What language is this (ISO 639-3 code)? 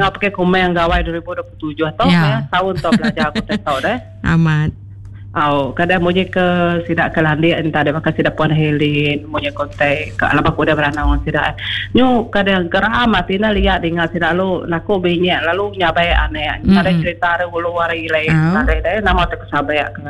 iba